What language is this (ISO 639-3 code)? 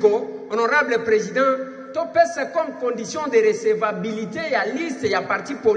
lin